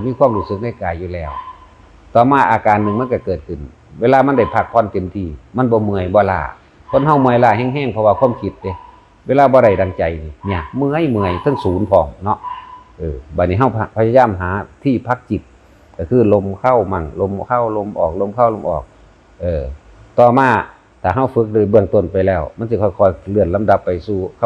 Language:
Northeastern Thai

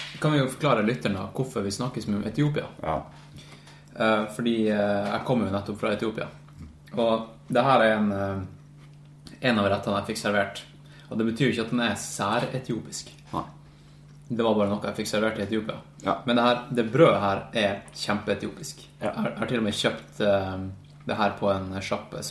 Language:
Norwegian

